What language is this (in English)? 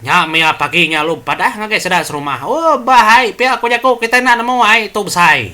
Iban